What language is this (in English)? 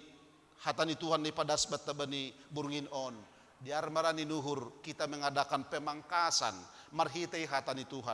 Batak Simalungun